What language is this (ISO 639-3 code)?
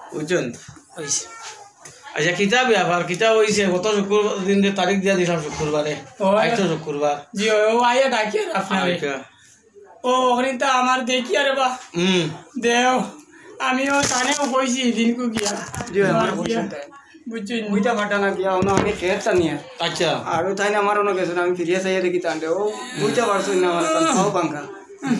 syl